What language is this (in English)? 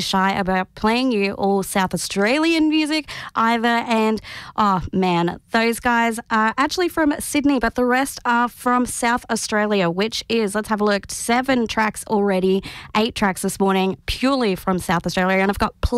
English